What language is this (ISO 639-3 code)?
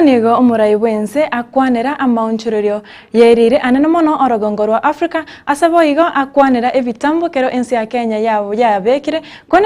guz